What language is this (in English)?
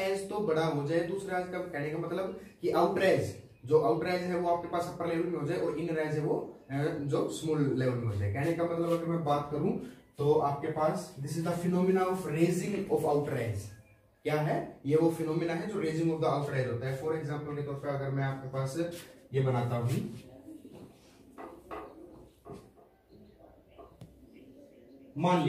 Hindi